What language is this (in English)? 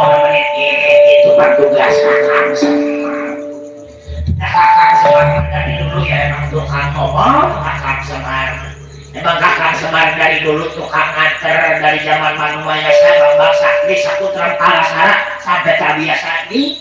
Betawi